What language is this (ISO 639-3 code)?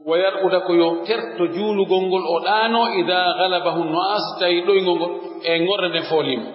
fuf